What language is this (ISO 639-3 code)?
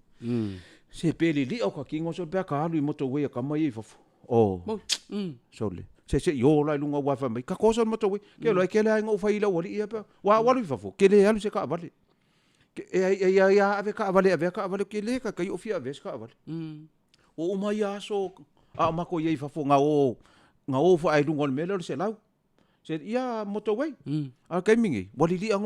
smo